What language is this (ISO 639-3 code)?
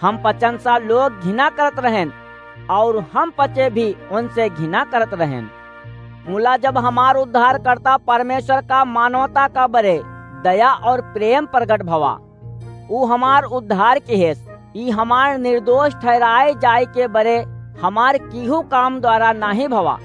awa